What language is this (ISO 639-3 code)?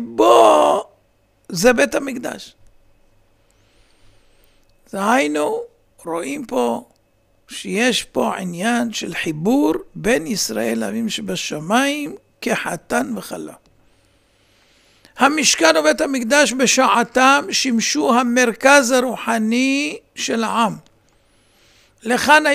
heb